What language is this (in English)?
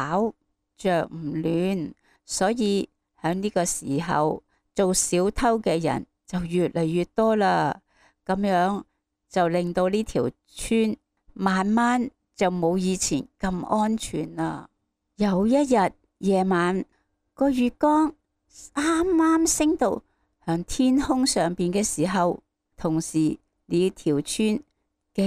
Cantonese